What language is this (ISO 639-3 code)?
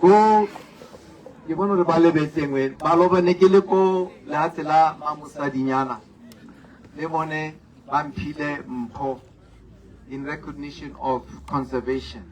tsn